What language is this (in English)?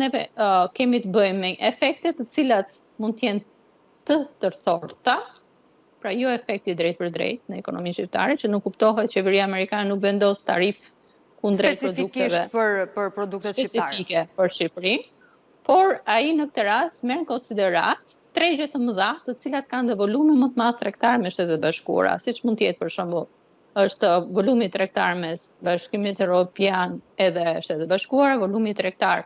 Albanian